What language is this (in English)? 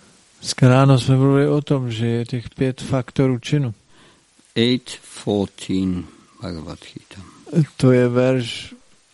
Czech